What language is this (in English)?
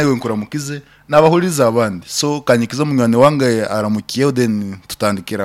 Nyankole